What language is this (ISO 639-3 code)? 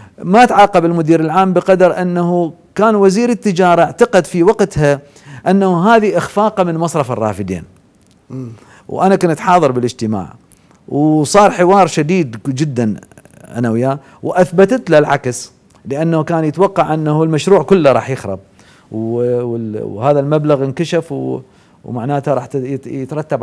acm